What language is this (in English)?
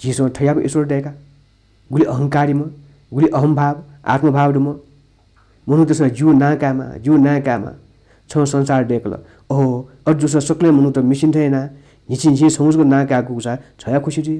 Newari